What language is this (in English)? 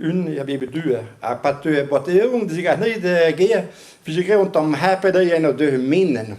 Breton